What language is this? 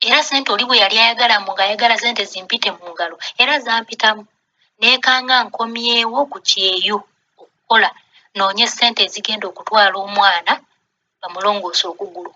Ganda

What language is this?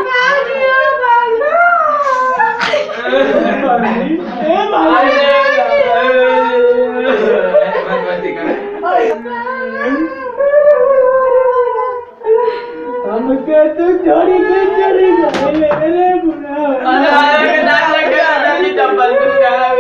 Bhojpuri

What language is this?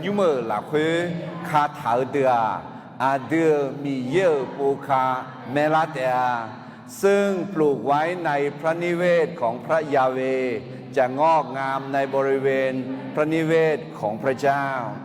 Akha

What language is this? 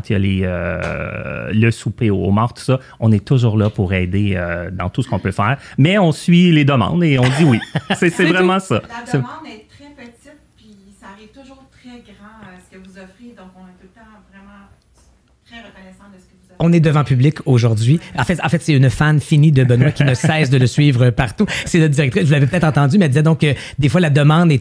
French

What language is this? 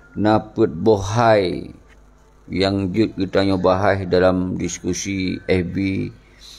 Achinese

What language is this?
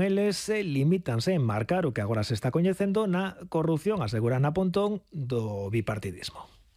Galician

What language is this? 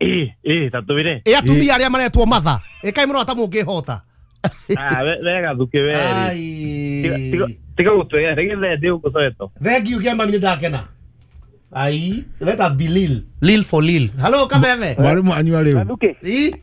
Kikuyu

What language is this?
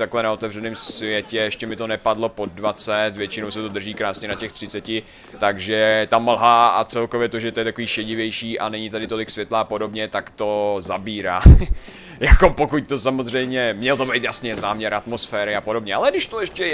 Czech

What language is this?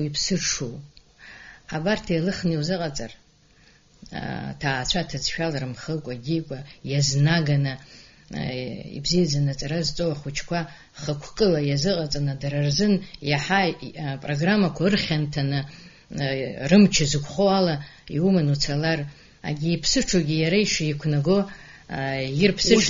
Abkhazian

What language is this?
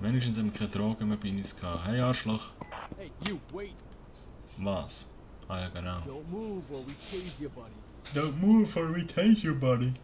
Swiss German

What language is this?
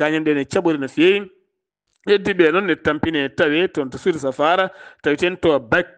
Fula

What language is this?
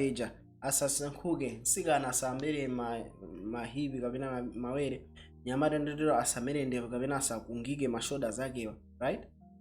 Nyanja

